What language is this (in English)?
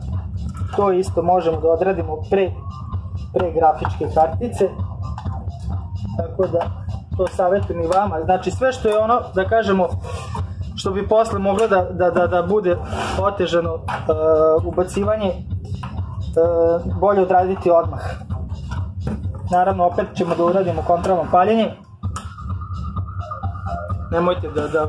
Serbian